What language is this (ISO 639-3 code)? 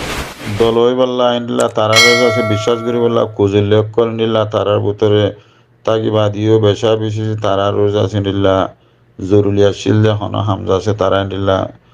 rhg